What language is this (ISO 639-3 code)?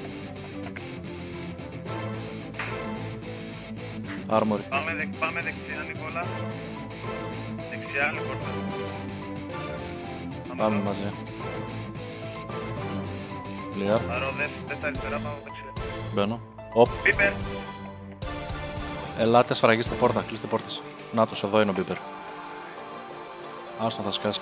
ell